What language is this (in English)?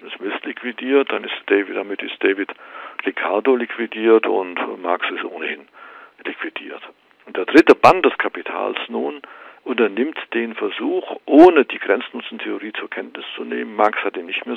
German